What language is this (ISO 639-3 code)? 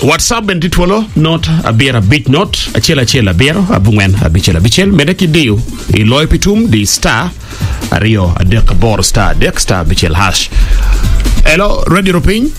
ach